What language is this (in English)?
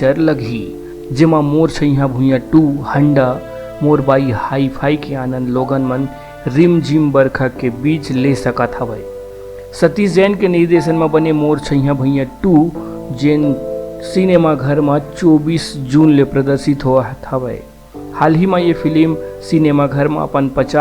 Chhattisgarhi